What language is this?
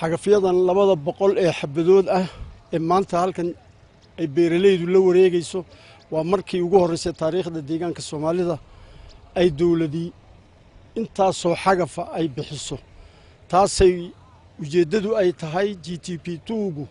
Somali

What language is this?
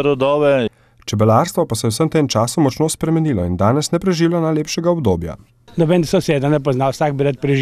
Slovenian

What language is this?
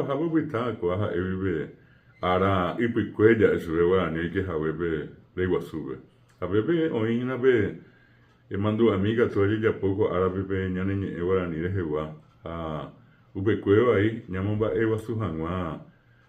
Guarani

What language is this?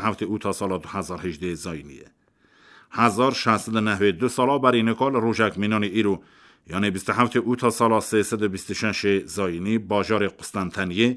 Kurdish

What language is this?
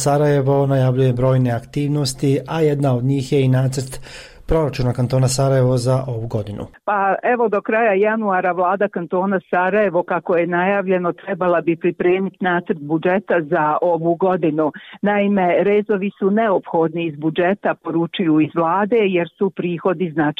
Bosnian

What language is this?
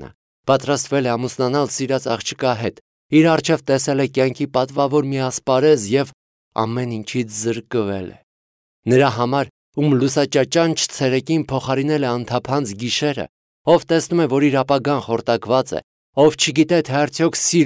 Armenian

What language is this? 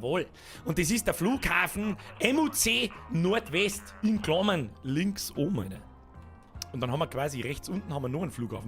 Bavarian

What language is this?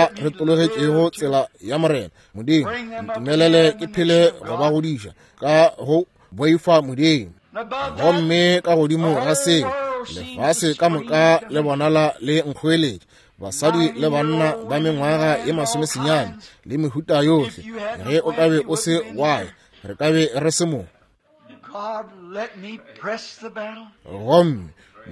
Northern Sotho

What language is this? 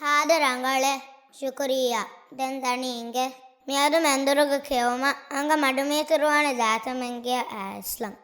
Divehi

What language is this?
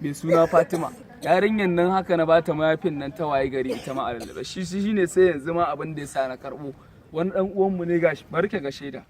Hausa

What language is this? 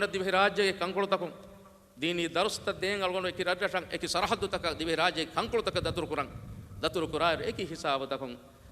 Divehi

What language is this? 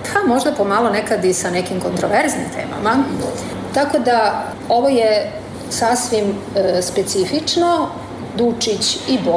Serbian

